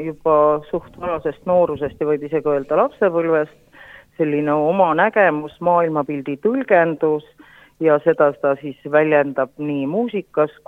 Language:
Estonian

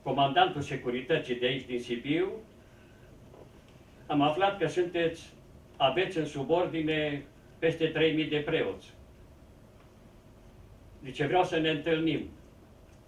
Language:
Romanian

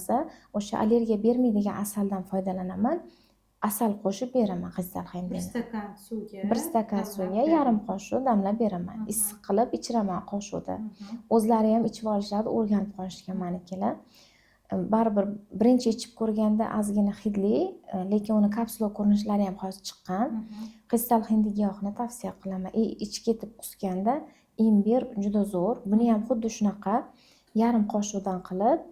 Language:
Uzbek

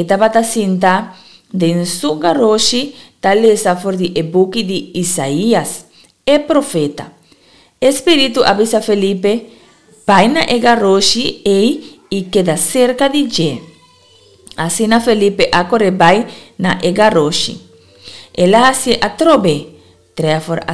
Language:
Papiamento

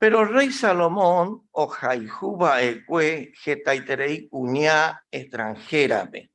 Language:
Guarani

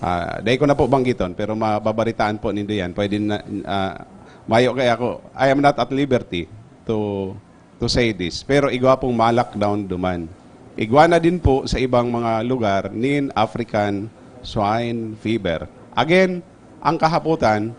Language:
Bikol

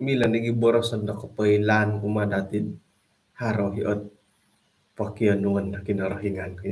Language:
Central Dusun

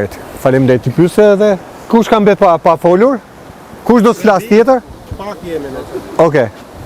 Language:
Albanian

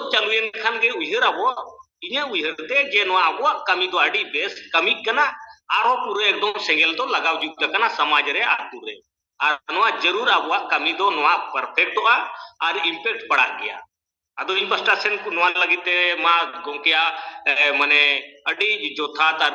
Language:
Santali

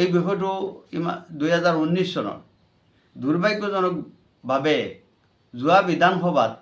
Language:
Assamese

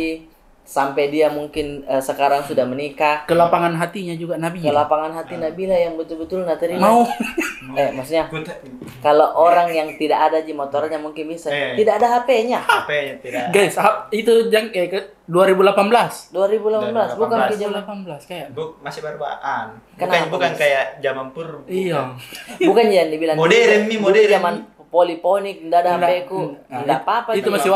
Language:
Makassar Malay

